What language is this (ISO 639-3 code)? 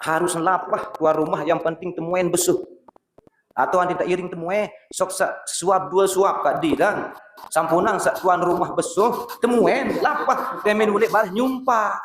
sas